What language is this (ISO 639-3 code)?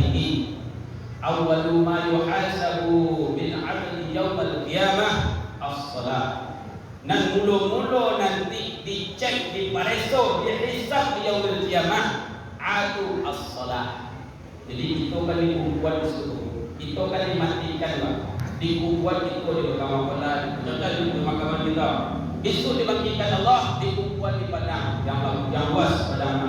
min